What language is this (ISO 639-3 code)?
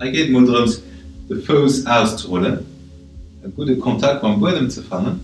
ltz